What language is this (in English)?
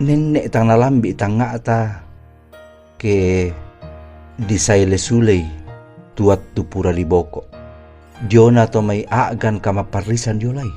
Toraja-Sa'dan